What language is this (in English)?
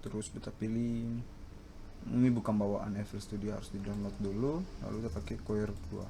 Ambonese Malay